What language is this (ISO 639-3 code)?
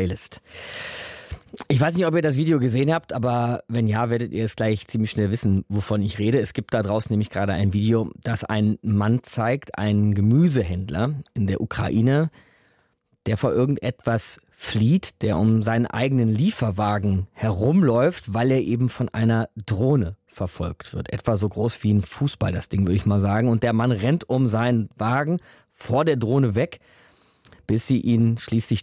deu